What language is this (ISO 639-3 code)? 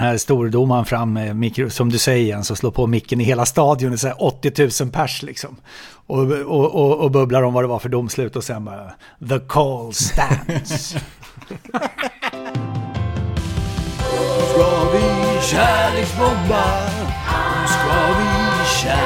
swe